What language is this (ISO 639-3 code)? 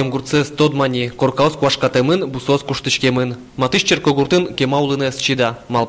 udm